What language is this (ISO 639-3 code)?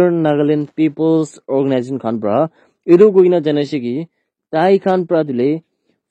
nag